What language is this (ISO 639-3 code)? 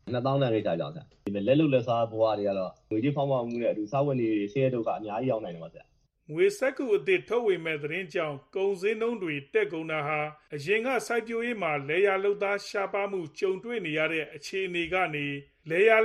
mya